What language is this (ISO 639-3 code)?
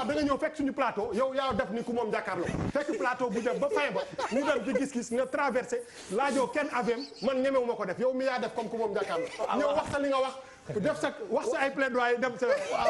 wol